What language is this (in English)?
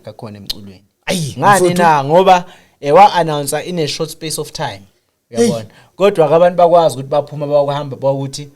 Zulu